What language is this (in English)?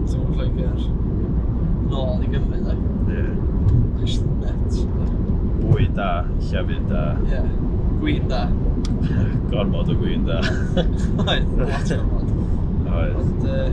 Welsh